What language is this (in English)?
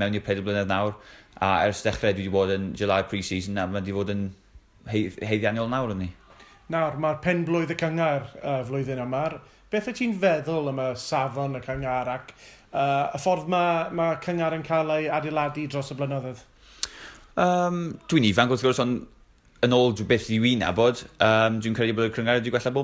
Welsh